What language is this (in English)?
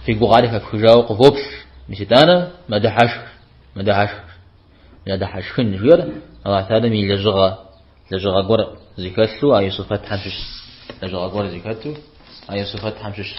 Kabardian